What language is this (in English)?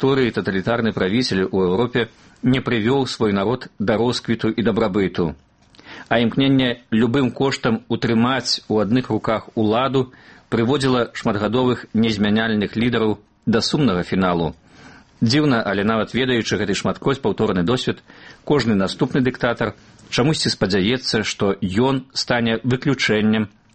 Belarusian